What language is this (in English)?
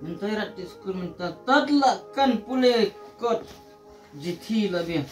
Khasi